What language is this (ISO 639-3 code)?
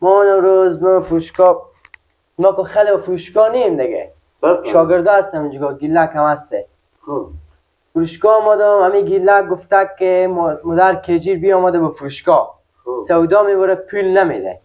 fas